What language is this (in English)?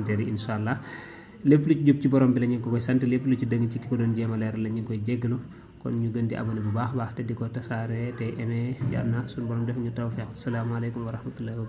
Wolof